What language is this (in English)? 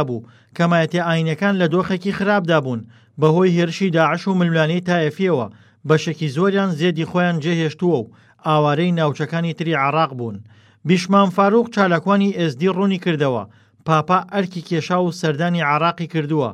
Central Kurdish